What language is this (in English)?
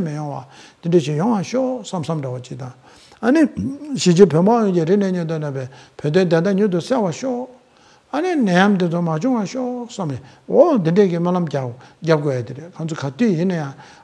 Tibetan